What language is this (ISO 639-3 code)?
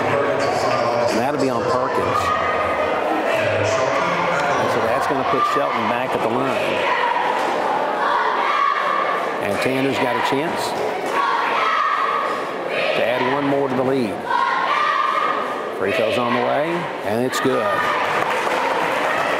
eng